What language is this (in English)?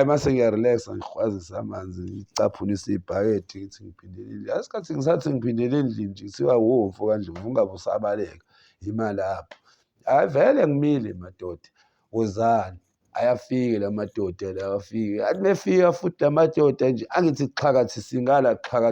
Zulu